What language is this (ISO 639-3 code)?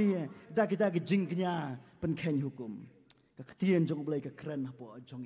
kha